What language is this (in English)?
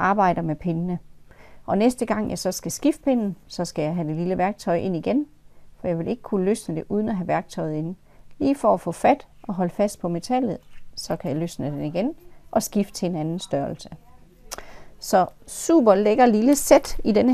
Danish